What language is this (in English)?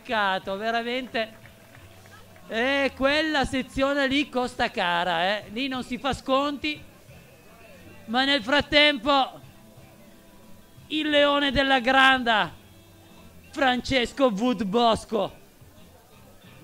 Italian